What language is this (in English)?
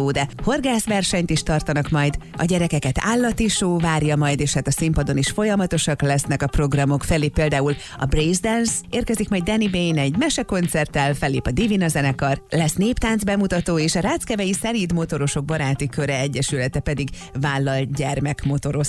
Hungarian